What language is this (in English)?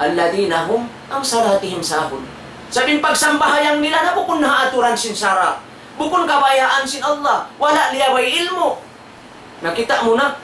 Tausug